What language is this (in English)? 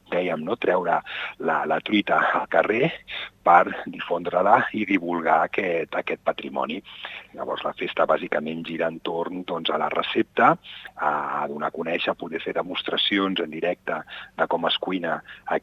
Catalan